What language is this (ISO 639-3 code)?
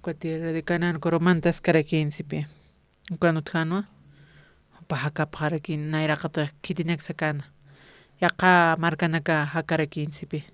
aym